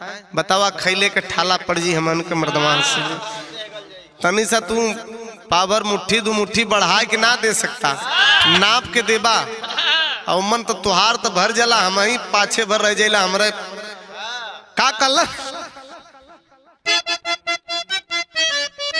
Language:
Bhojpuri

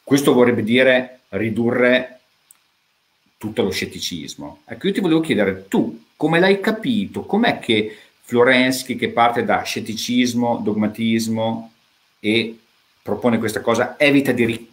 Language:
Italian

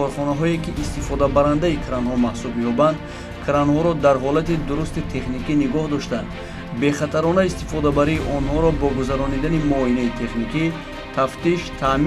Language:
Tajik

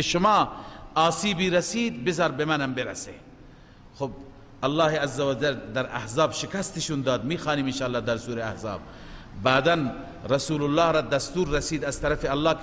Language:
Persian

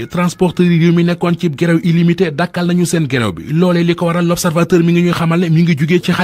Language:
Wolof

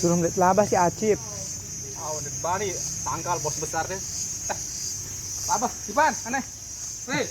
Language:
Sasak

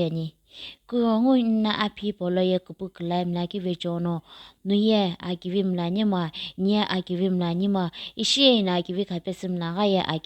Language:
Sumi Naga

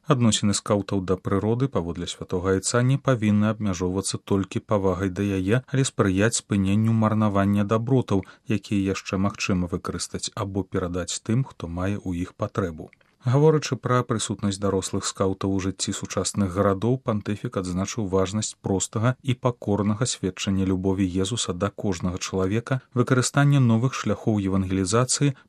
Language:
Belarusian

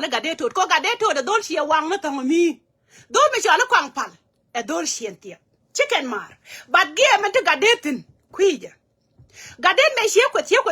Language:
Nuer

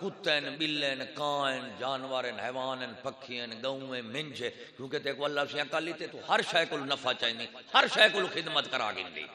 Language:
Saraiki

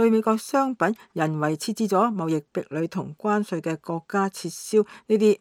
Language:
Cantonese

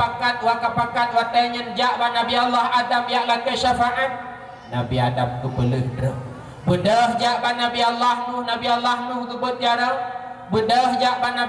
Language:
Achinese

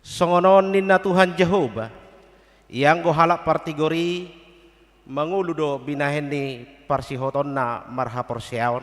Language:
Batak Toba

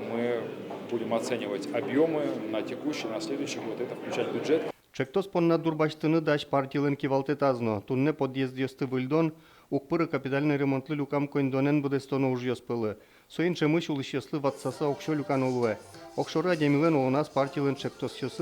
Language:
Udmurt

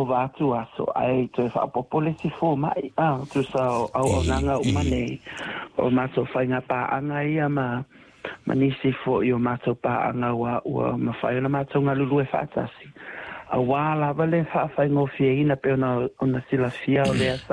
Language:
Samoan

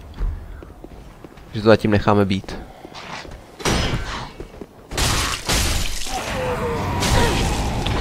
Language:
Czech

